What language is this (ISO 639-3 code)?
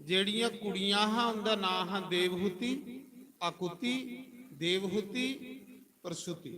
doi